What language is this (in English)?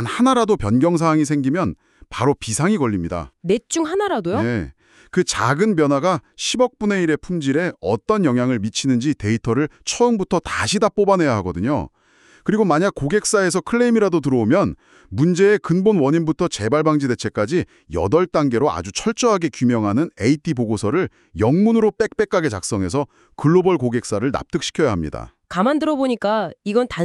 Korean